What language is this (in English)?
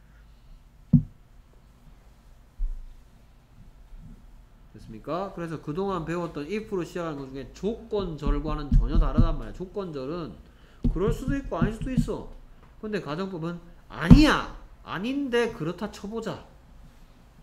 Korean